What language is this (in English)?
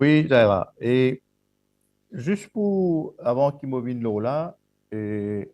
Morisyen